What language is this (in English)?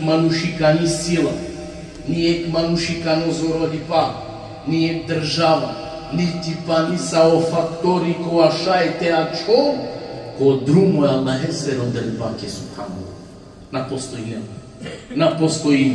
Balkan Romani